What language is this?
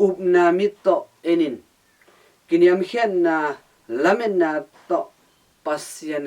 Tedim Chin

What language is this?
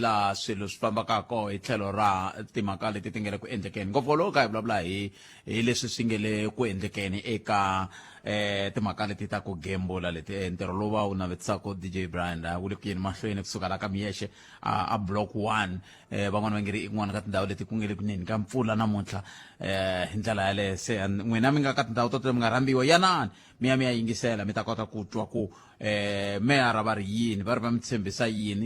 Tsonga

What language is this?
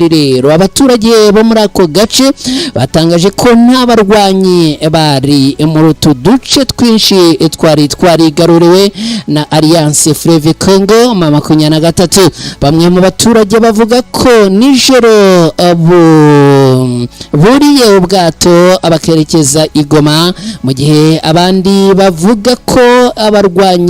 Kinyarwanda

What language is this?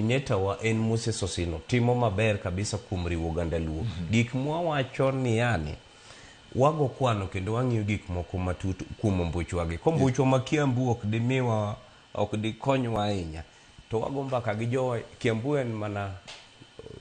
Luo (Kenya and Tanzania)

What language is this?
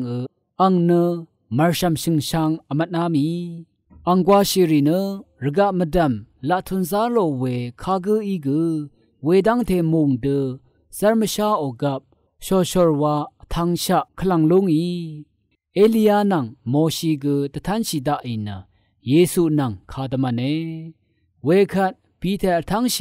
Rawang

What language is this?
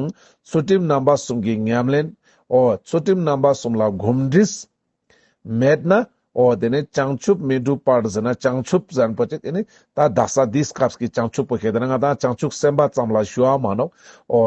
Ladakhi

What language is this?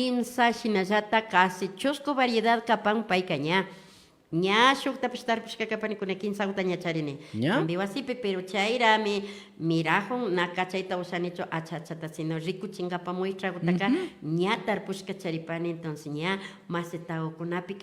Imbabura Highland Quichua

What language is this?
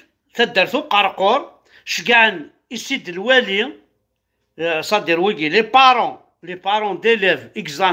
Kabyle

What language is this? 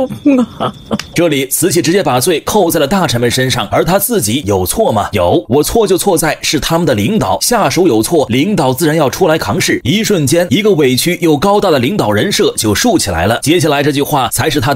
Chinese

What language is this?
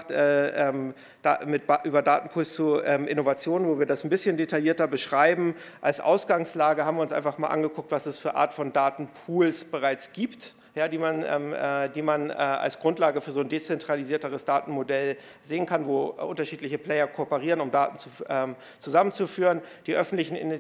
German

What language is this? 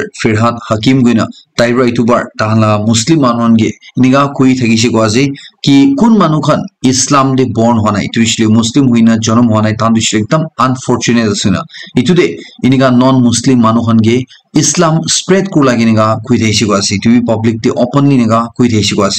Naga Pidgin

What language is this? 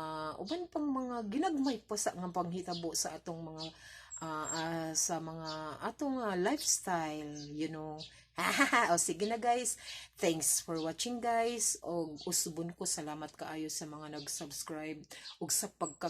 Cebuano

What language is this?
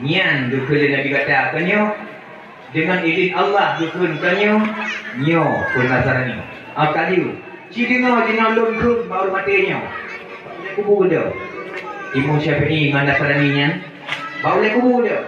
Achinese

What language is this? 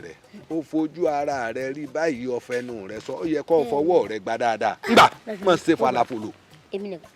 Yoruba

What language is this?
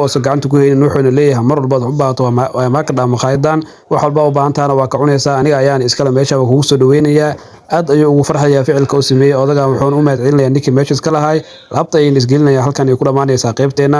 Somali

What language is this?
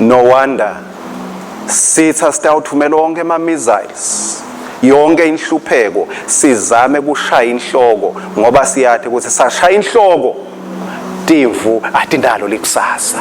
Swati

